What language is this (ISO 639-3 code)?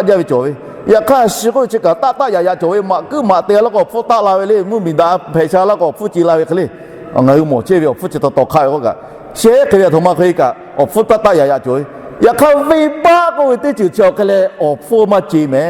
lhu